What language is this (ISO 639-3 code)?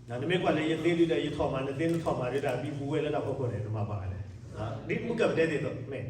ksw